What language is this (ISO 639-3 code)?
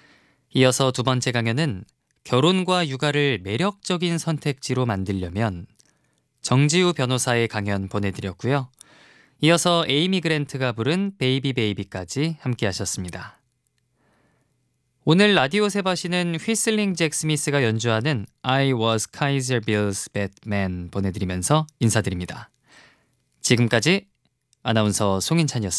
kor